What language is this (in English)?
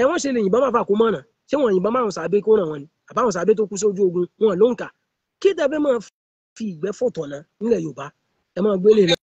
Yoruba